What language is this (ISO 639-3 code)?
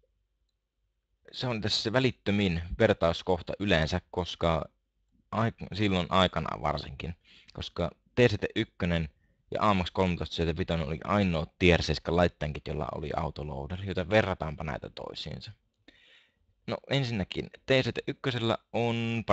fin